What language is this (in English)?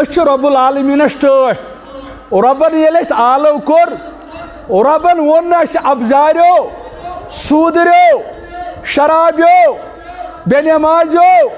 Kashmiri